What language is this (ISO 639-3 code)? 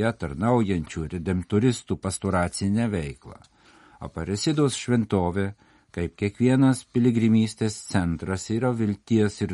lit